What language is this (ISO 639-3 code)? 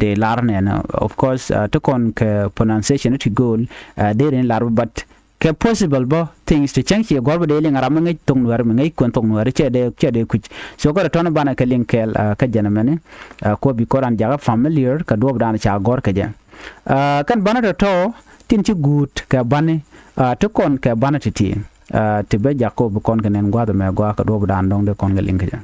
nus